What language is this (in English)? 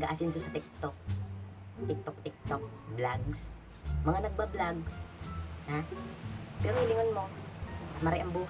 Bikol